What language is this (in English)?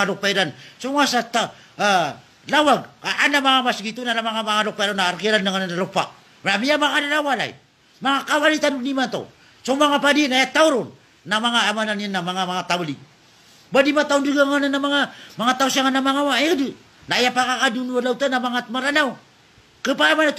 Maranao